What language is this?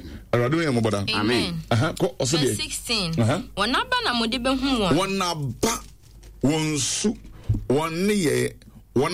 Akan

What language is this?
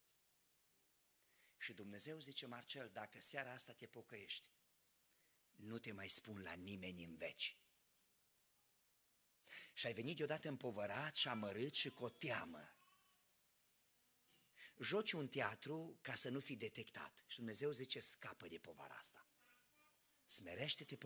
Romanian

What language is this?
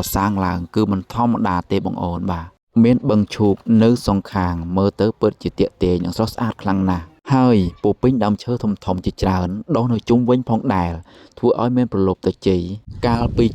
Khmer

